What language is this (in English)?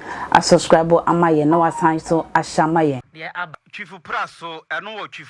Akan